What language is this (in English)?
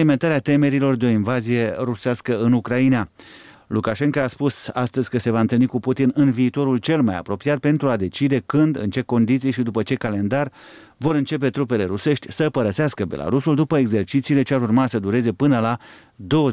Romanian